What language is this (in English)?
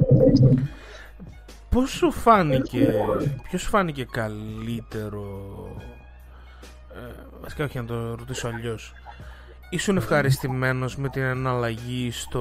Greek